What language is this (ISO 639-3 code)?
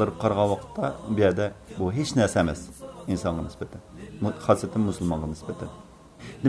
uig